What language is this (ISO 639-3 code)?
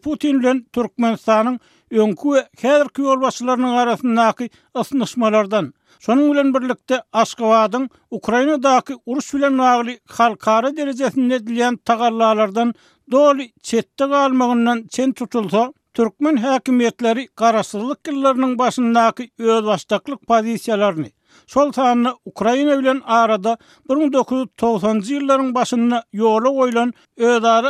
tuk